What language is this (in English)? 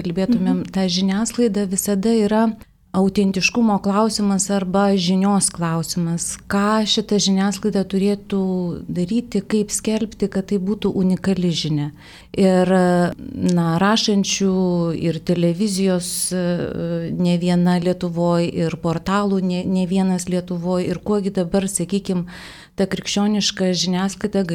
Lithuanian